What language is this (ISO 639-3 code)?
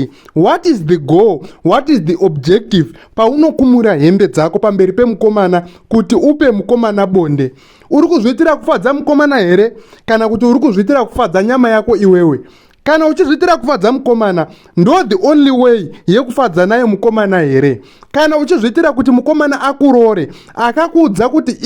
sna